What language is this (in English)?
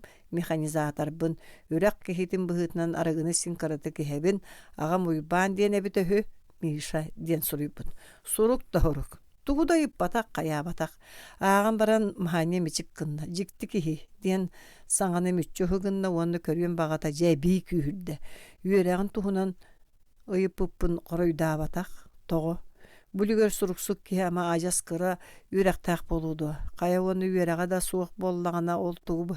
Yakut